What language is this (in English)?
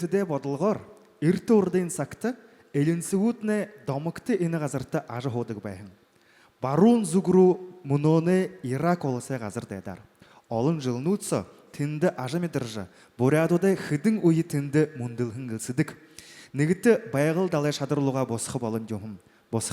Buriat